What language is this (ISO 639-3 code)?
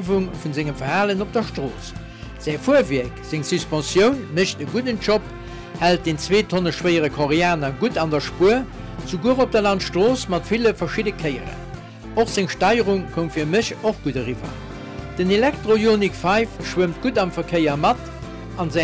ltz